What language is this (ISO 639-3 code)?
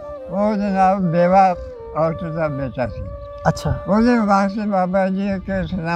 pan